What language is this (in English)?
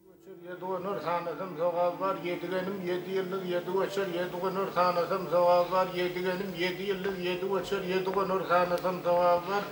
Turkmen